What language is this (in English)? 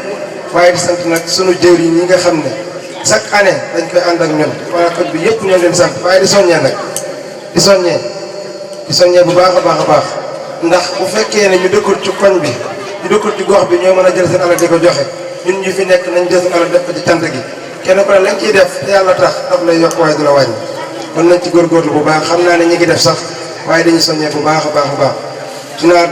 Wolof